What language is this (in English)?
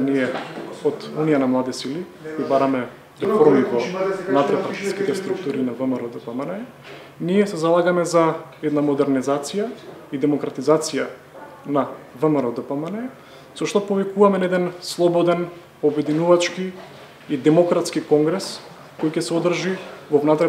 Macedonian